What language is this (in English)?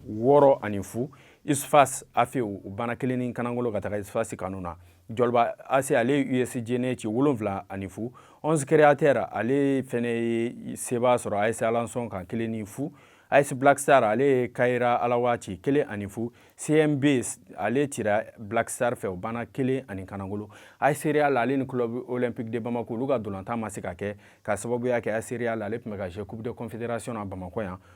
Bambara